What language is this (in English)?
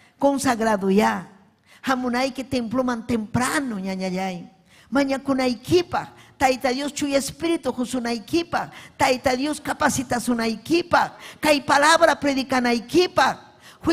Ayacucho Quechua